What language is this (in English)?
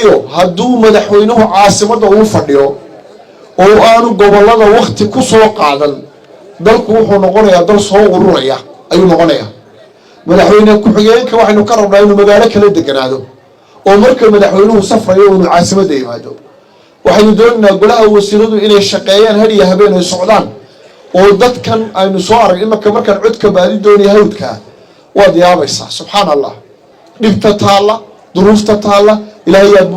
Somali